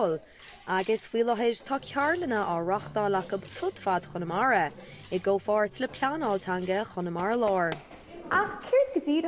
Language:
Irish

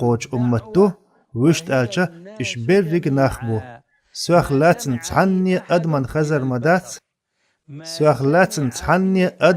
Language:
Chechen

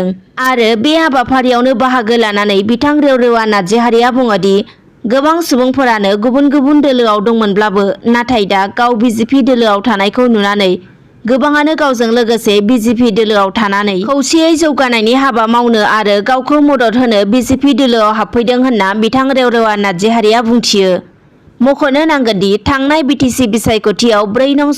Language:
Bodo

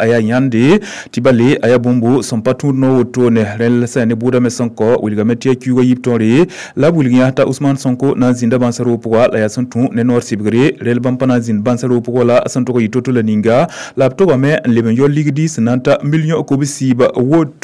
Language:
Mossi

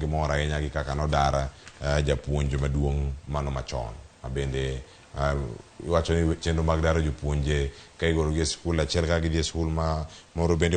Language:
Luo (Kenya and Tanzania)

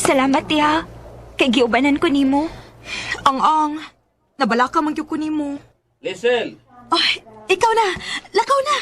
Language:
Cebuano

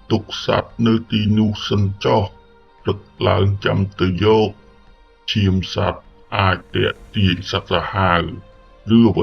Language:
Khmer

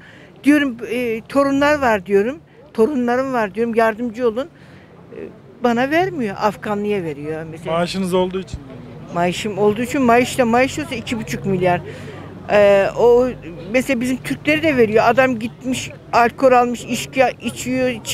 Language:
Turkish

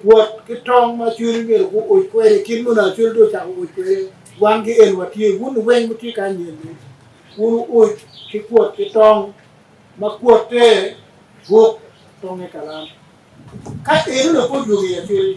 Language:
Acoli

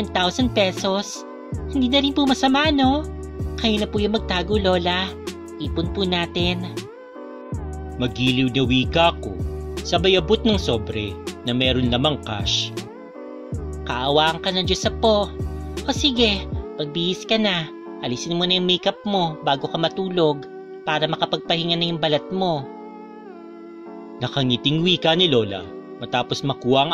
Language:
Filipino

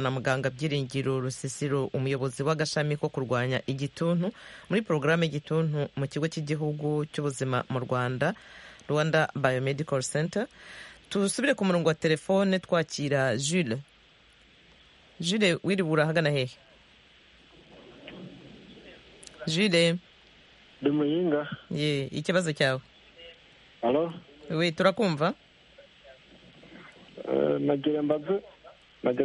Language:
Kinyarwanda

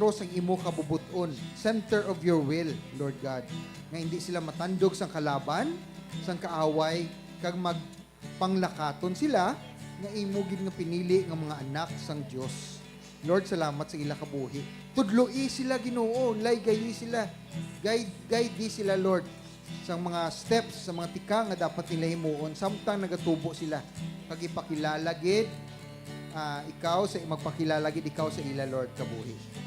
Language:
Hiligaynon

